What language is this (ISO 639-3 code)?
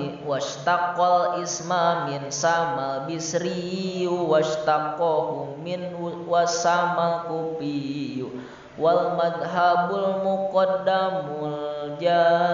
sun